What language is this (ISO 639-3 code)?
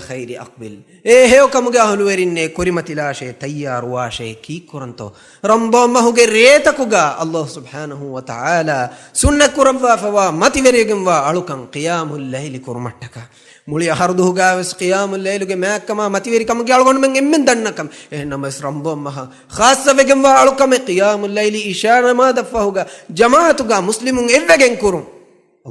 div